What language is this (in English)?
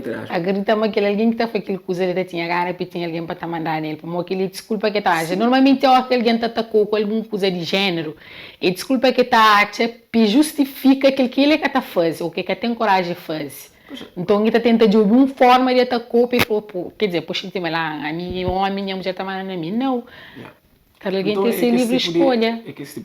Kabuverdianu